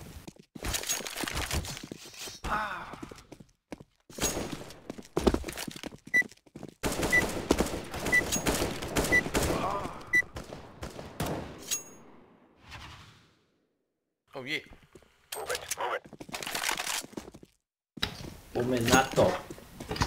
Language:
Slovak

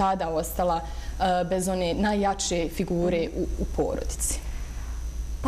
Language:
Bosnian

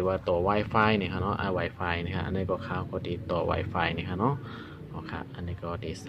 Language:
Shan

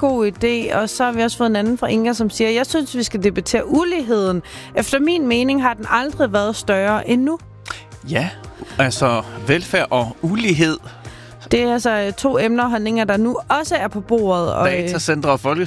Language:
Danish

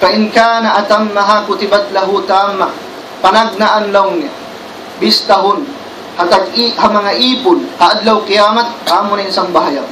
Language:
Tausug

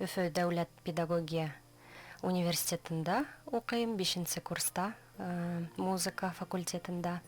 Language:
Bashkir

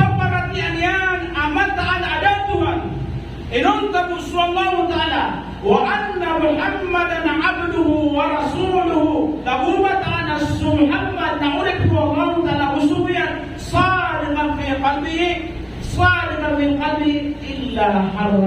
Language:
Maranao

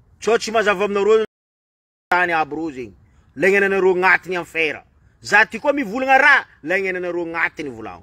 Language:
Malagasy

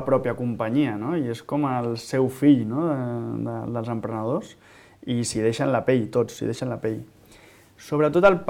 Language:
Catalan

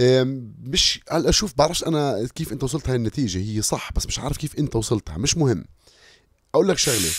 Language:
North Levantine Arabic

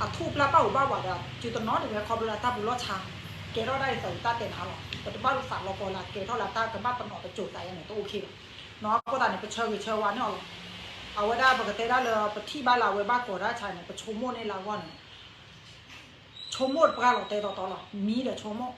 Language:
S'gaw Karen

